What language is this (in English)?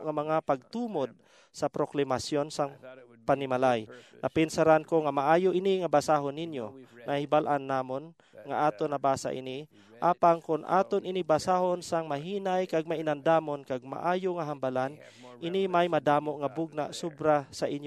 Hiligaynon